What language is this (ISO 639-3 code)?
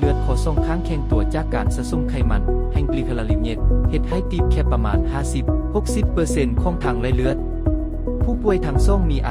lao